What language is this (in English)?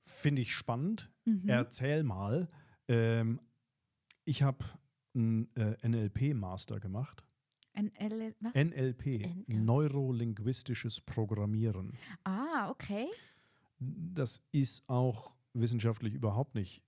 Swiss German